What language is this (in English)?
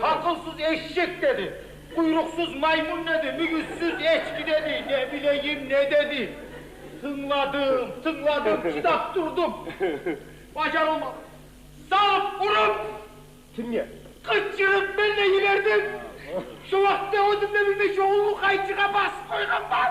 Kumyk